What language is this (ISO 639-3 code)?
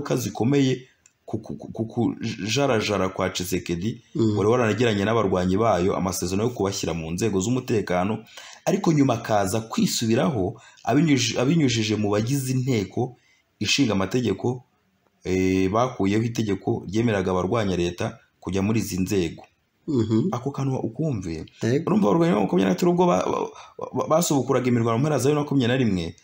kin